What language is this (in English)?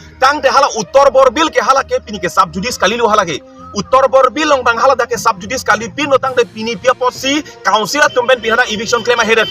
Karbi